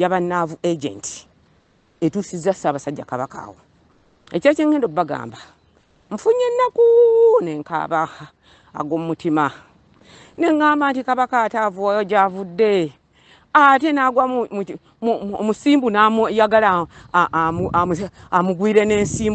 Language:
Ganda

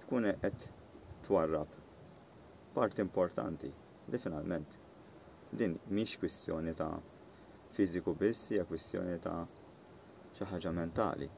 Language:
Maltese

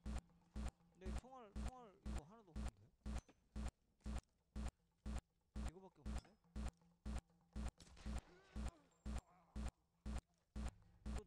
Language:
Korean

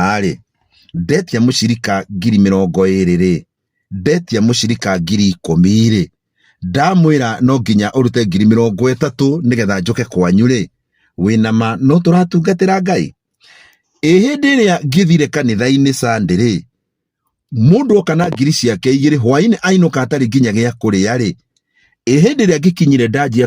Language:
Kikuyu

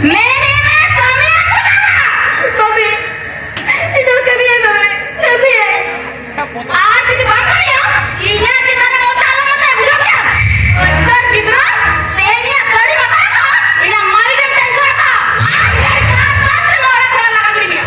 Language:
Santali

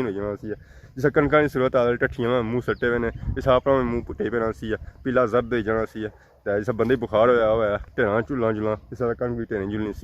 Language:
Pahari-Potwari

